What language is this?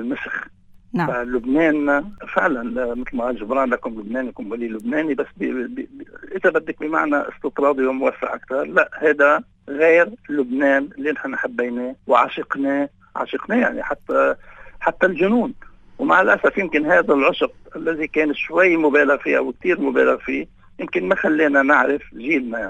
North Levantine Arabic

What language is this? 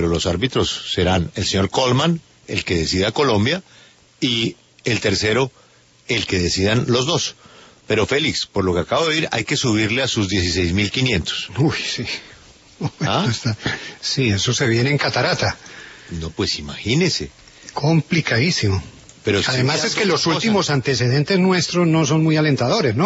Spanish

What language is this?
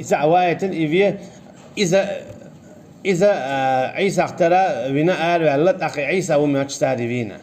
Chechen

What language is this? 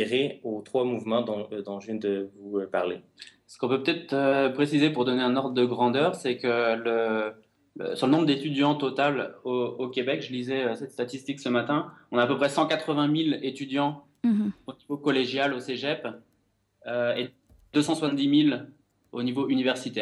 French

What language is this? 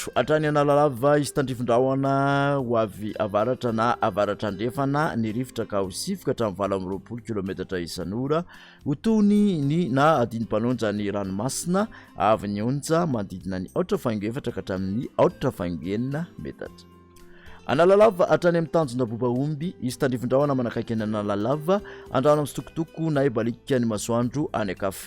Malagasy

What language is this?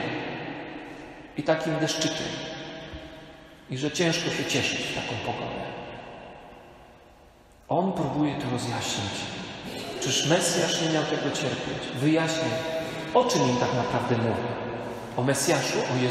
Polish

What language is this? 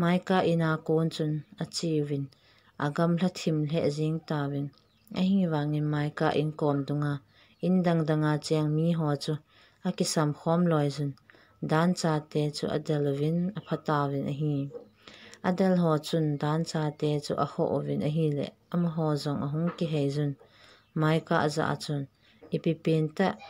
Thado Chin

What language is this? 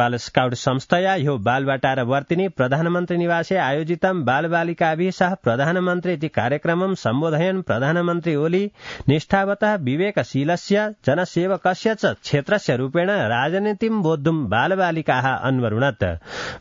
Sanskrit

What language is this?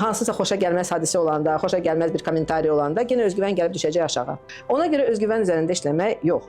Azerbaijani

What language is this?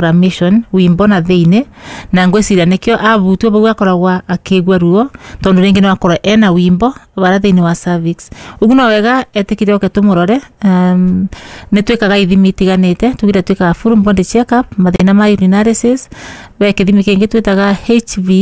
Kikuyu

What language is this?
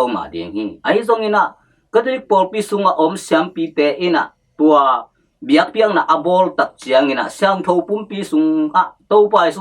Tedim Chin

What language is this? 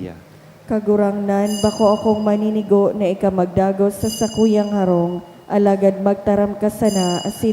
Bikol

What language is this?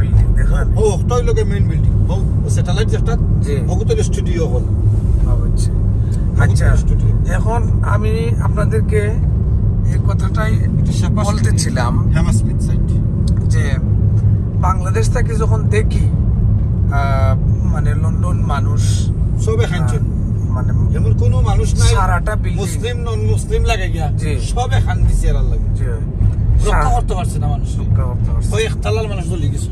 Sylheti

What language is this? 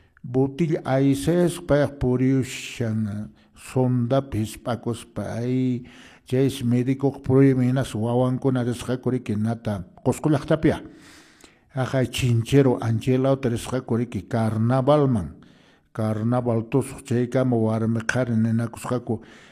Quechua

